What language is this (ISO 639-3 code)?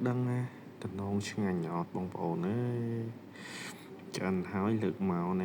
khm